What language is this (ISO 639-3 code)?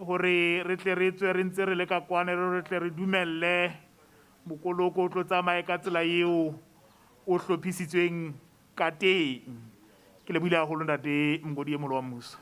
sot